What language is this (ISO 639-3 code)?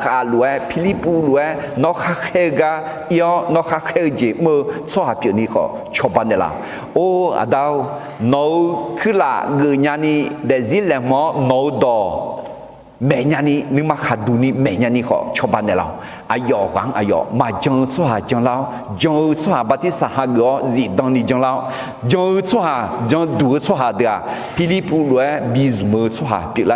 ahk